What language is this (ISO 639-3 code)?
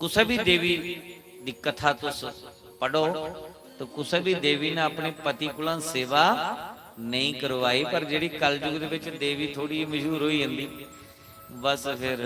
doi